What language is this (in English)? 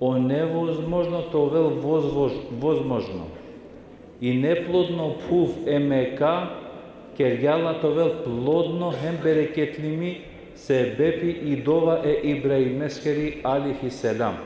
Balkan Romani